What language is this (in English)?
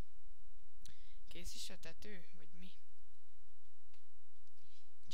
Hungarian